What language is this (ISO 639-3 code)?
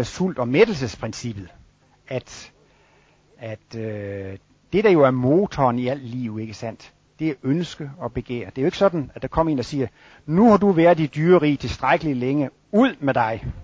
dan